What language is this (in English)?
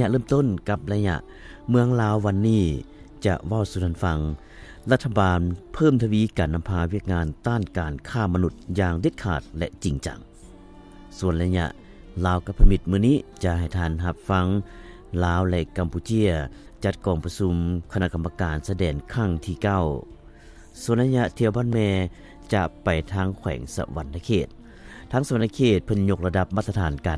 Lao